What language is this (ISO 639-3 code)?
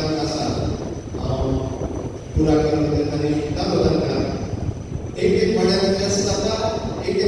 kok